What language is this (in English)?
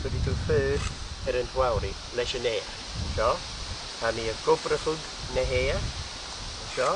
Scottish Gaelic